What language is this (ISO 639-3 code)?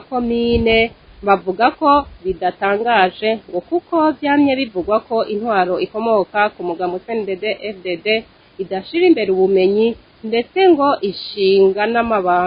run